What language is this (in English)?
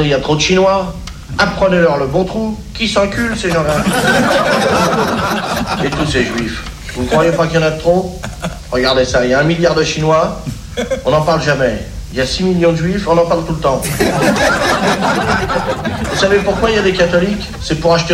French